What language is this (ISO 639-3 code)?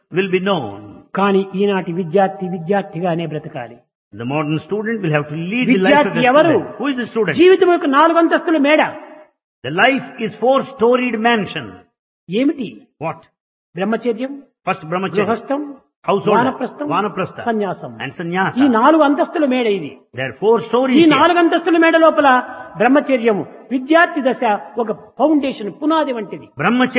tel